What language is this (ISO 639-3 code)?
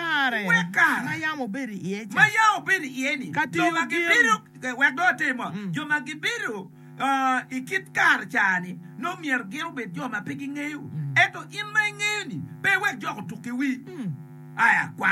ach